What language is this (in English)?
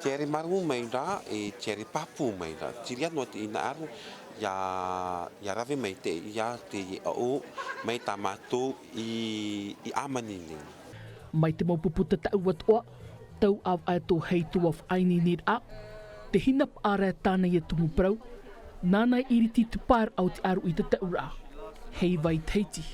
Tahitian